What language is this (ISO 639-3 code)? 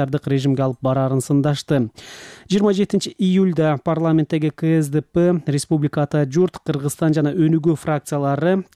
kir